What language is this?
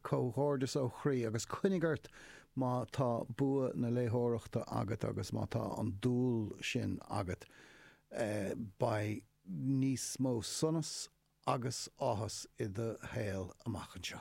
Irish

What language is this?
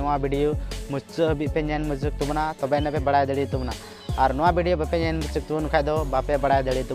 Santali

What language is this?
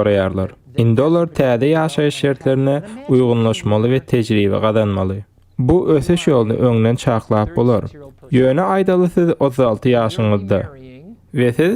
Turkmen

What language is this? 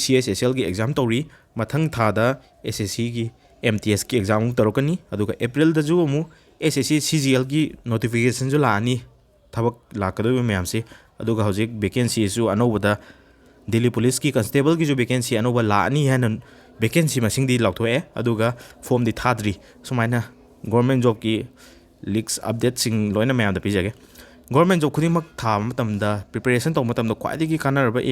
Manipuri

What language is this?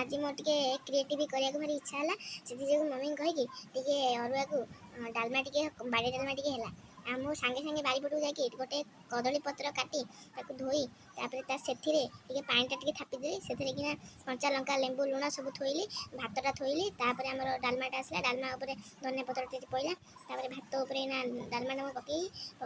Odia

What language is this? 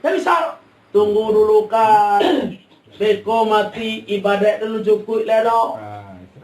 Minangkabau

